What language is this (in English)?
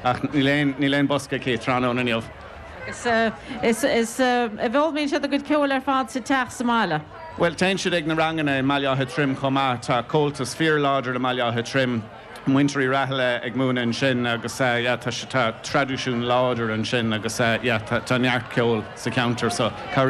Irish